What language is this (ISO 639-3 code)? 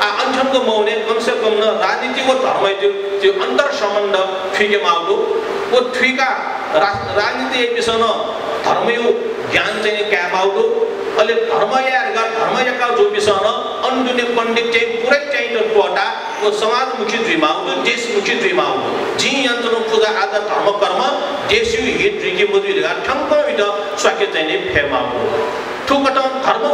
new